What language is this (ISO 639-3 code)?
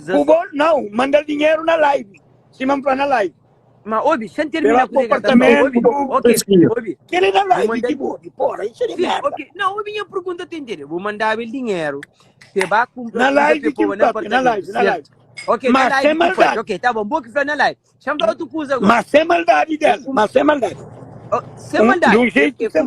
kea